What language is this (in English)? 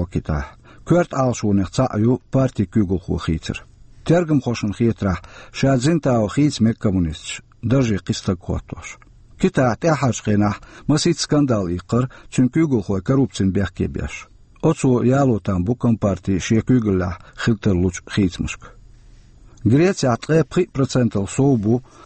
Chechen